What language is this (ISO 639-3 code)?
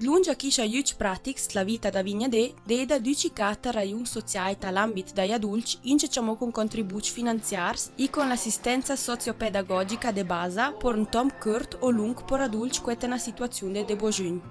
lld